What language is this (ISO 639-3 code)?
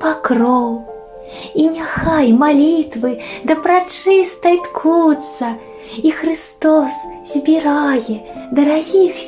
bel